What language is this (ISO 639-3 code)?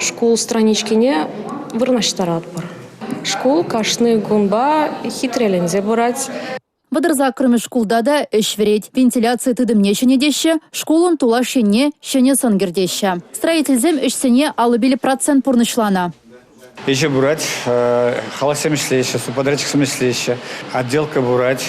chv